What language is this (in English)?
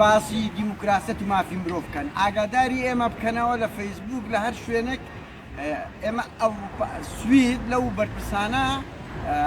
Central Kurdish